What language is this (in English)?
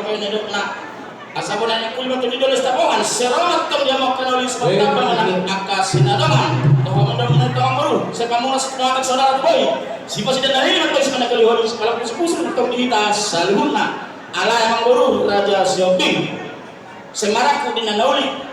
Batak Toba